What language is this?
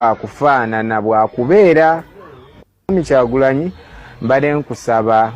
Ganda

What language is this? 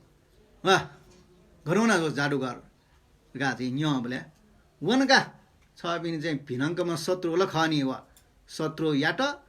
Newari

